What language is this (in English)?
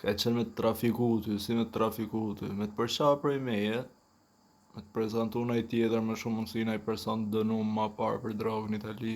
Albanian